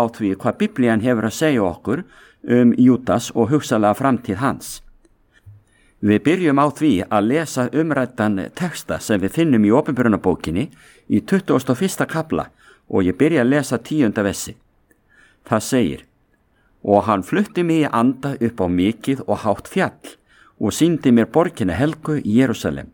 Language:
Icelandic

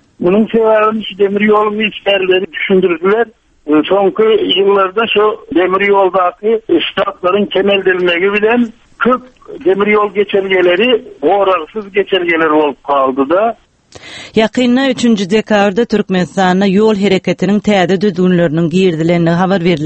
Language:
Turkmen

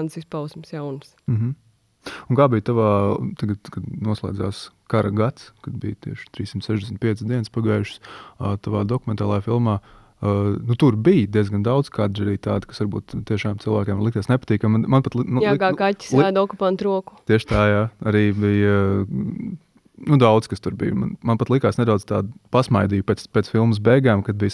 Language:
Latvian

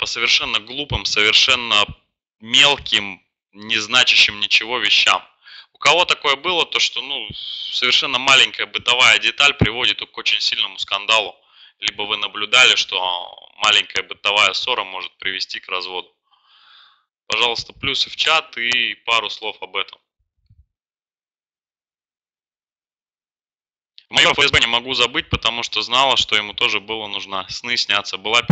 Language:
Russian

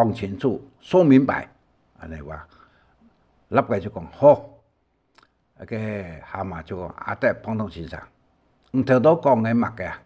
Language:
Hakka Chinese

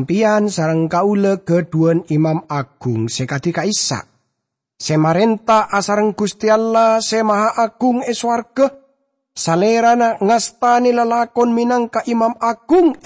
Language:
Madurese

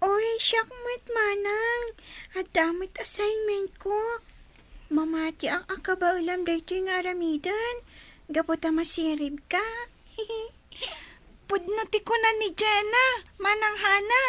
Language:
Iloko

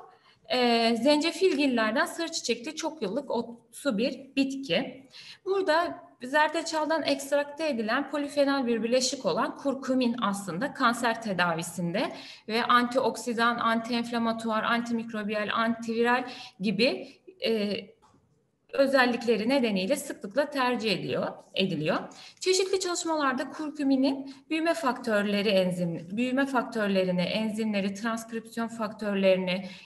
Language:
Turkish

